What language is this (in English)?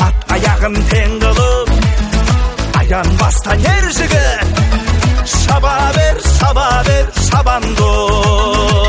Kazakh